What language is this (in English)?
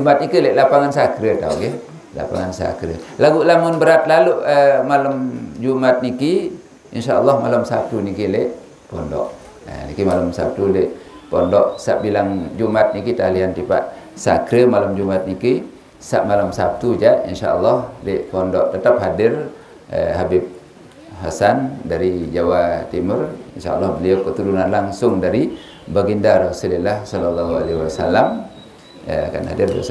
Sasak